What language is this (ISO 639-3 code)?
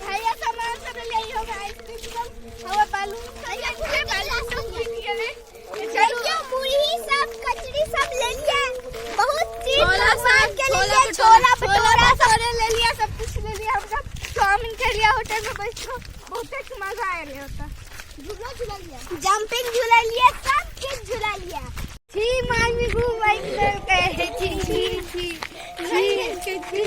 mai